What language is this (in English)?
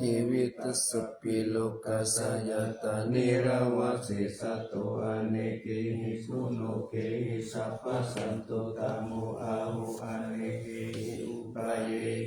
Pali